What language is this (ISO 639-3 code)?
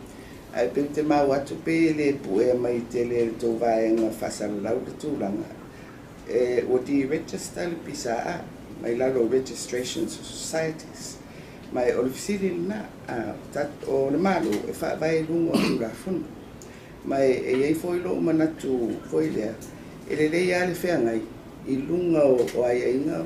smo